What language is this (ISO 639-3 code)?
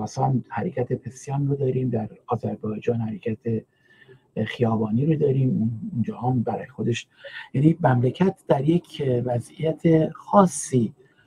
fas